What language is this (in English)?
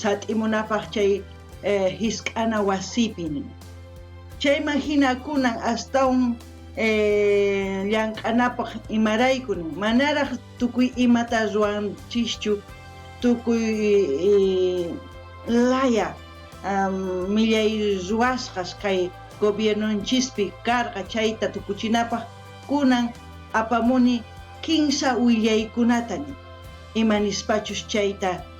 South Bolivian Quechua